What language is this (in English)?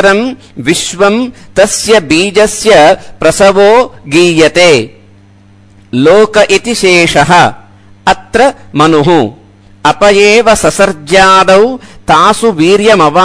Sanskrit